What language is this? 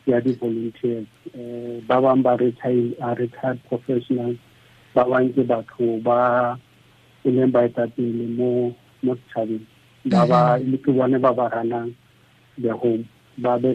Tswana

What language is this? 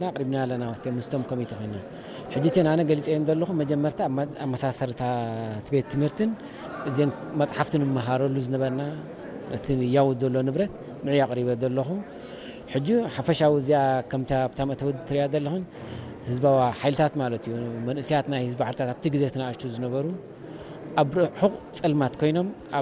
Tigrinya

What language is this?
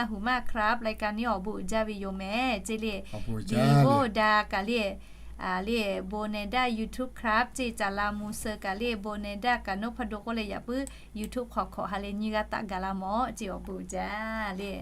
Lahu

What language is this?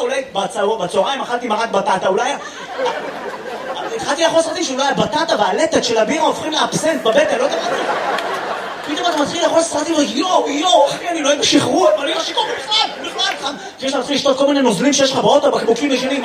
Hebrew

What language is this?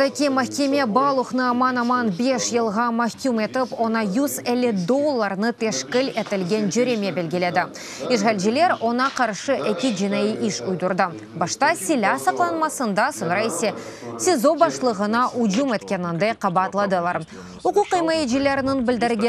Crimean Tatar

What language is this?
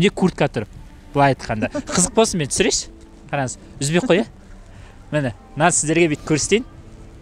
Kazakh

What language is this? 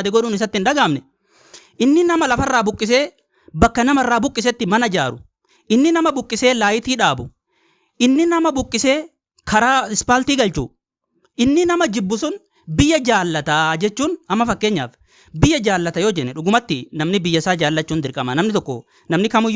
Oromo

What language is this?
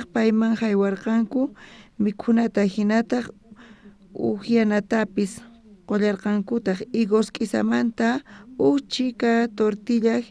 South Bolivian Quechua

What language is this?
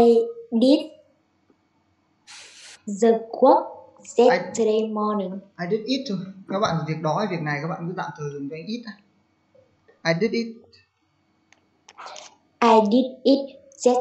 Vietnamese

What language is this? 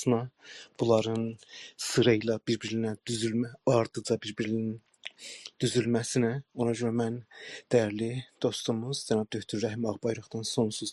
South Azerbaijani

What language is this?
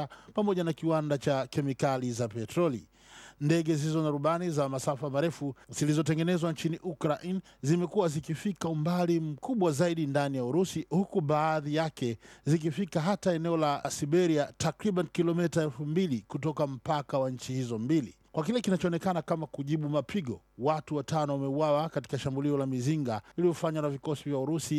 Swahili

